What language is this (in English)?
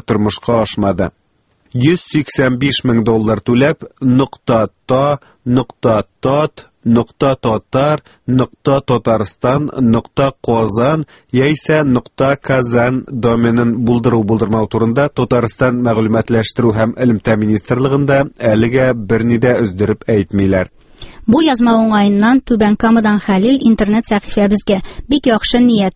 Tatar